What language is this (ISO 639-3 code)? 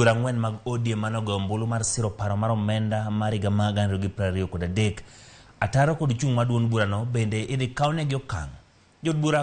luo